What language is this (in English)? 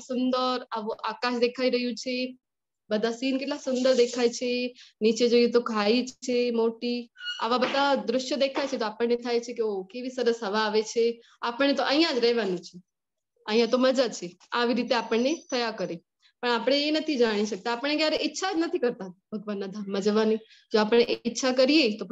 Gujarati